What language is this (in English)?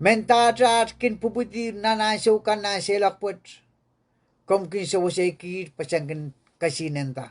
Pohnpeian